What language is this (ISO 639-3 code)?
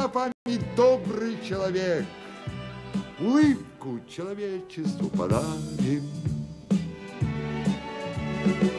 rus